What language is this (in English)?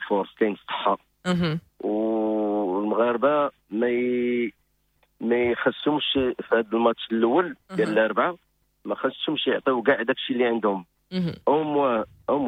Moroccan Arabic